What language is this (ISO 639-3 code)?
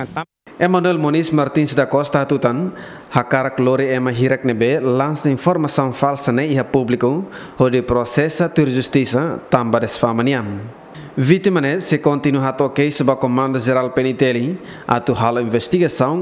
tet